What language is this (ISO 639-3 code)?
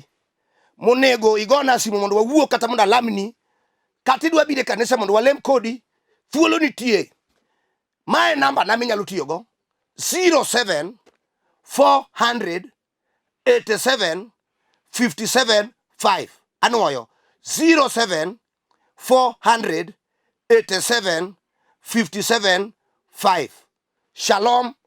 luo